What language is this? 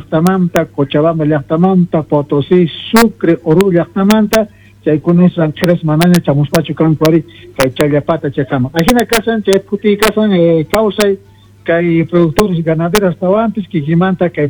Quechua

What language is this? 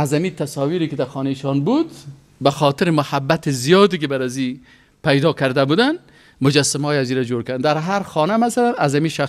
Persian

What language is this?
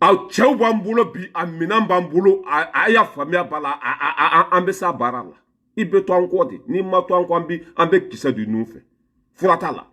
Bambara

